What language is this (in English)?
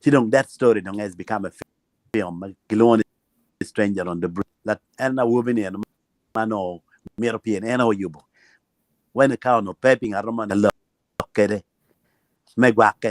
Acoli